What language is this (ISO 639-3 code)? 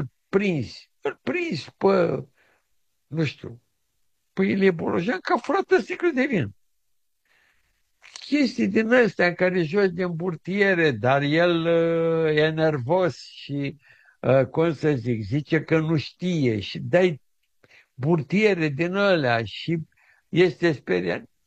ron